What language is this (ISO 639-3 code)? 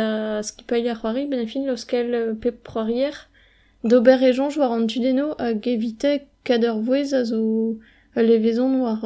bre